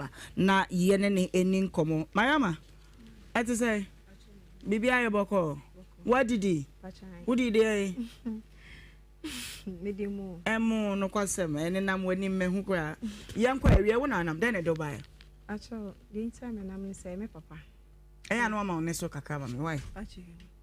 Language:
Akan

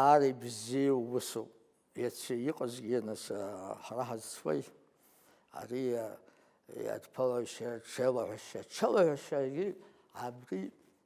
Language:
Abkhazian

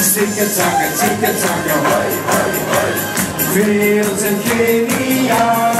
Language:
Limburgish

